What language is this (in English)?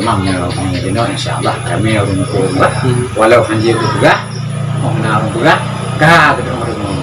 Achinese